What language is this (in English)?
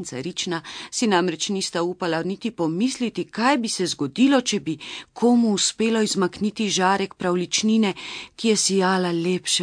Slovenian